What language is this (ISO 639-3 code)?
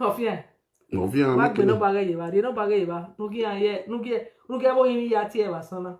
pcm